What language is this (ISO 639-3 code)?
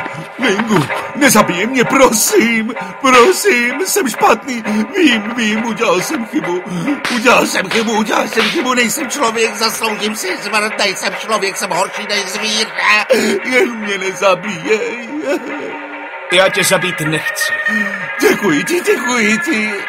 ces